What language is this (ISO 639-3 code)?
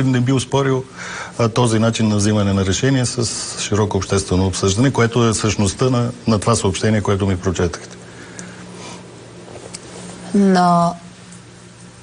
bul